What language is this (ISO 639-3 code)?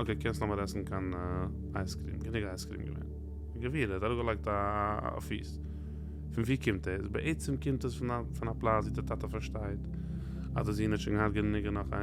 yid